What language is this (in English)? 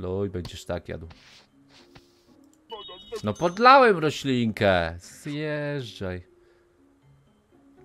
Polish